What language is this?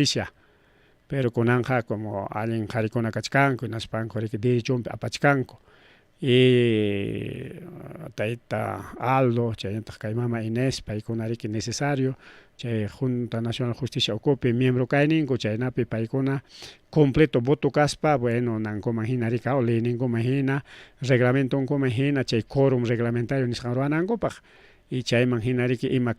Ayacucho Quechua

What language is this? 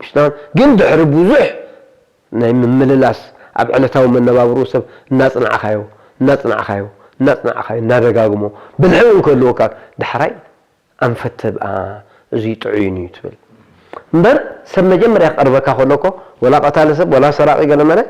Tigrinya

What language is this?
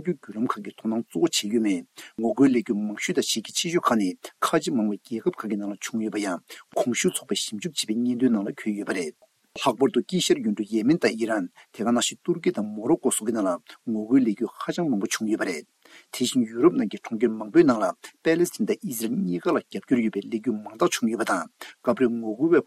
Tibetan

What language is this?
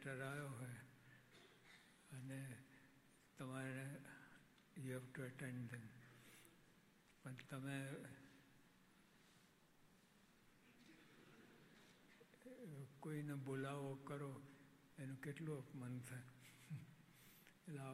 Gujarati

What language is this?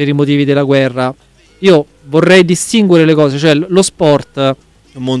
Italian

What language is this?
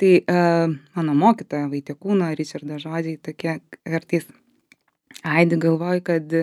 Lithuanian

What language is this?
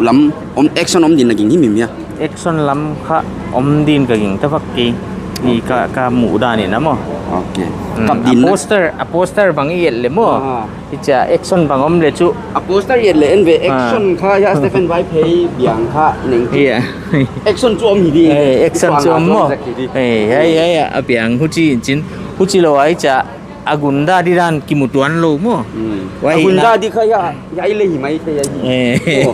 Paite Chin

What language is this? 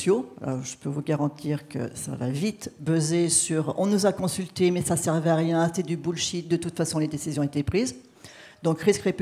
French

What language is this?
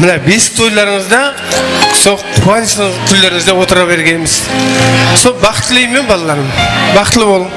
Kara-Kalpak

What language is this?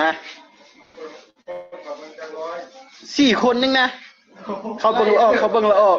Northeastern Thai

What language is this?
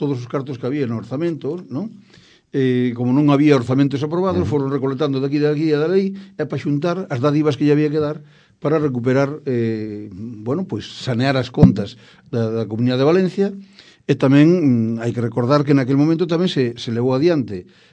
Galician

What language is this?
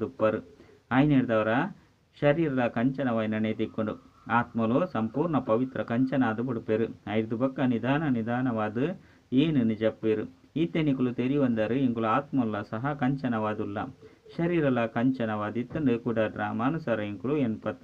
Tulu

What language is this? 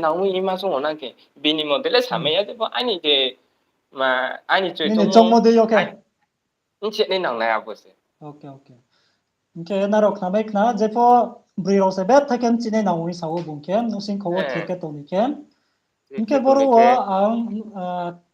Riang (India)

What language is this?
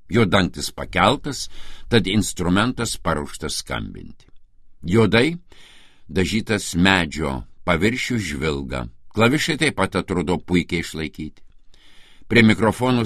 Lithuanian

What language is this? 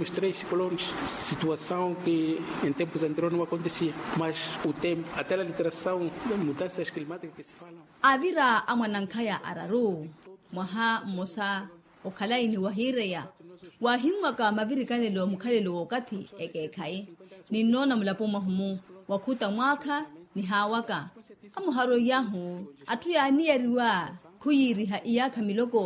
Makhuwa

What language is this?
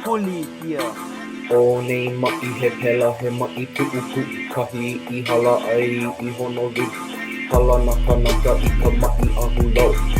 Hawaiian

